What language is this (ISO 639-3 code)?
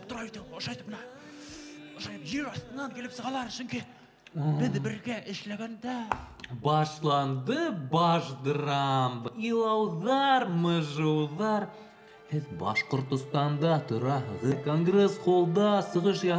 bak